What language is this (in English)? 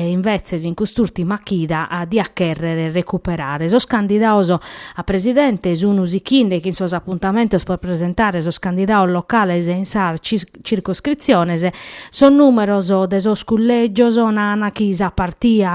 Sardinian